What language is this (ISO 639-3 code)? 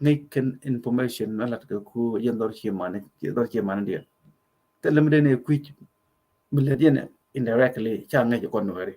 nus